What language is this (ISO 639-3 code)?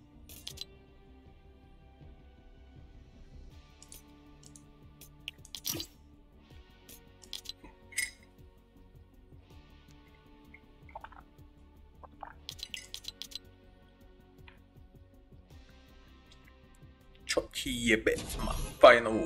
slk